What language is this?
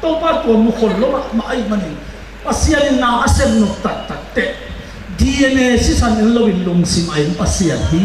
Tedim Chin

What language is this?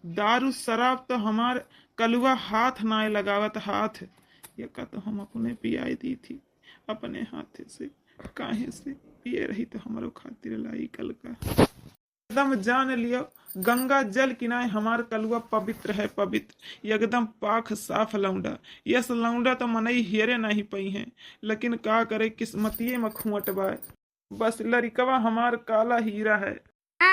Awadhi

